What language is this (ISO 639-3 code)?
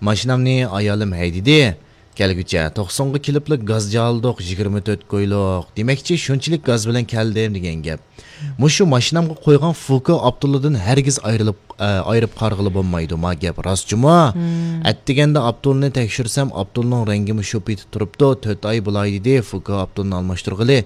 uig